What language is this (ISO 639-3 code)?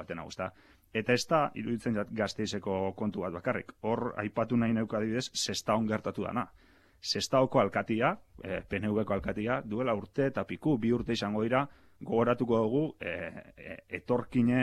eus